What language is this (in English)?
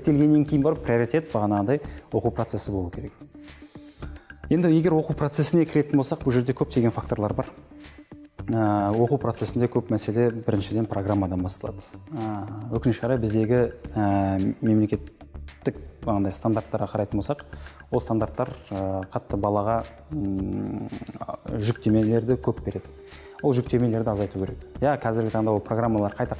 Kazakh